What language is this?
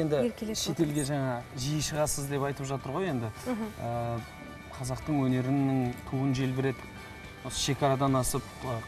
Kazakh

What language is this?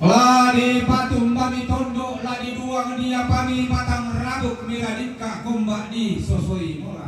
Toraja-Sa'dan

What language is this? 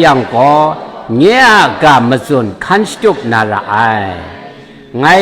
Kachin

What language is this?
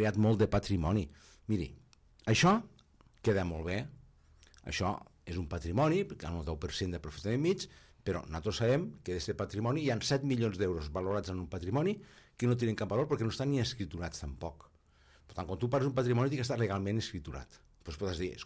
Catalan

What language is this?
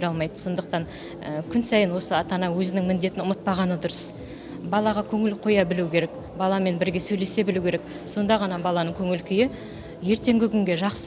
Kazakh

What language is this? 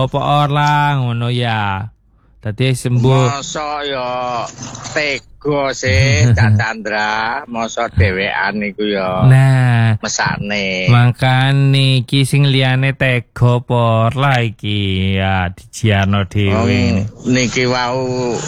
Javanese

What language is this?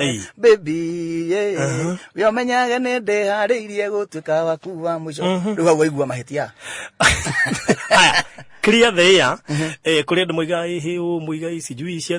Kikuyu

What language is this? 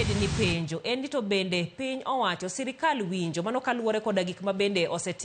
Luo (Kenya and Tanzania)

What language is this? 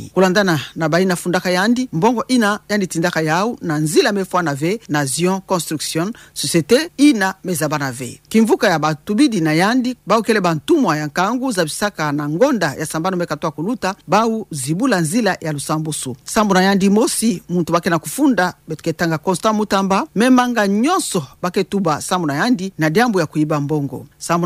Kituba (Democratic Republic of Congo)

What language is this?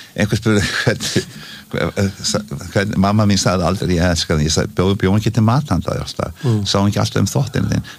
Icelandic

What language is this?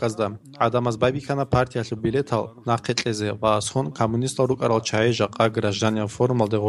Avaric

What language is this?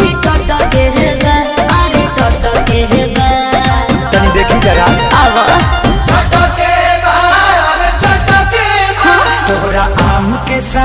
Bhojpuri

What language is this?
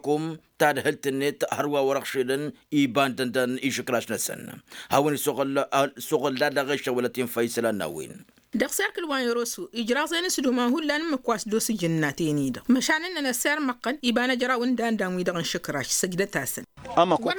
Tamasheq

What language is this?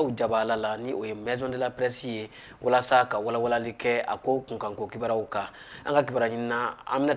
Bambara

